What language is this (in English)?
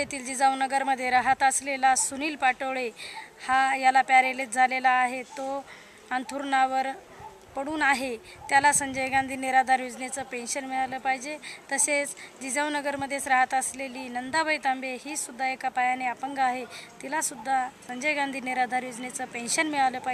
Marathi